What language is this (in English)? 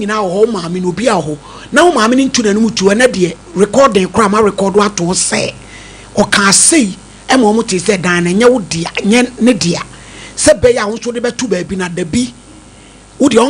Akan